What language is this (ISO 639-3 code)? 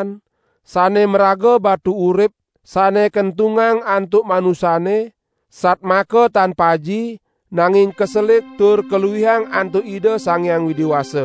ban